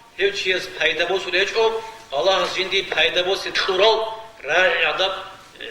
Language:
Avaric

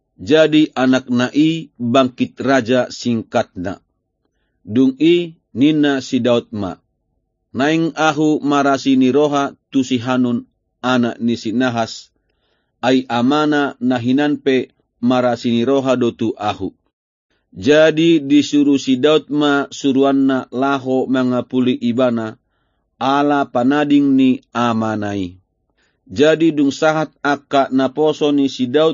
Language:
Batak Toba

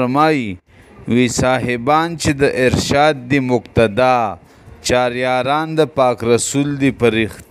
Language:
Pashto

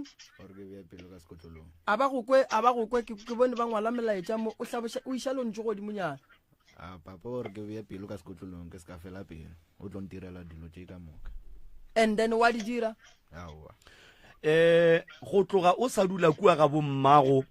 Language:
Northern Sotho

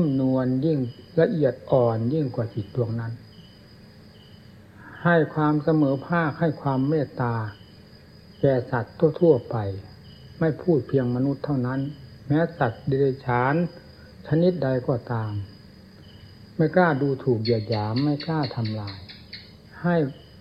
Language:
Thai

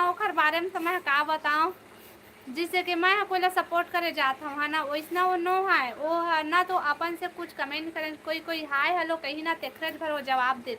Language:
Chhattisgarhi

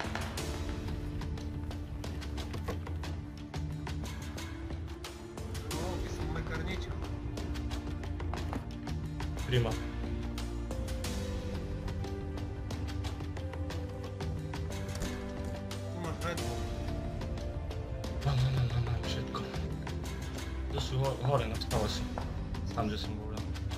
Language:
Slovak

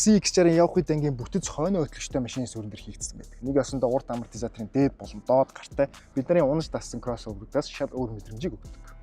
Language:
Mongolian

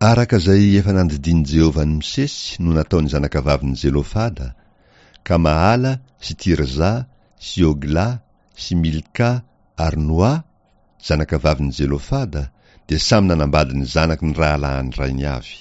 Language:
Malagasy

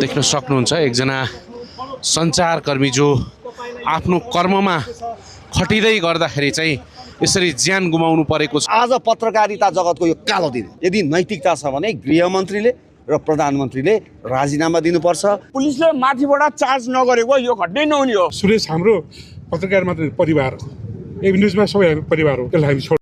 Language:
Nepali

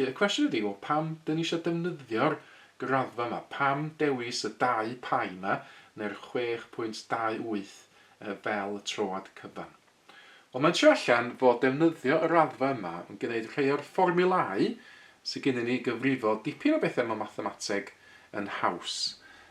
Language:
Welsh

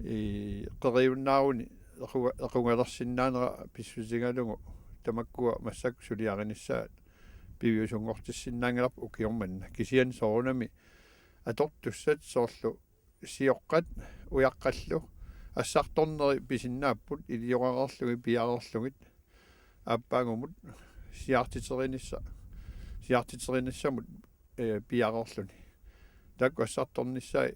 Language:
Kalaallisut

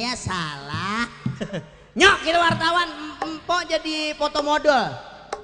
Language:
Betawi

